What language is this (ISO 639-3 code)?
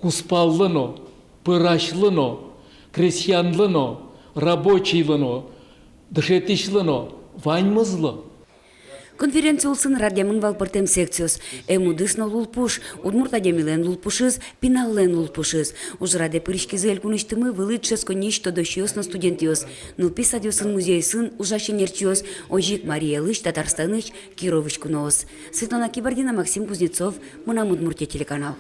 udm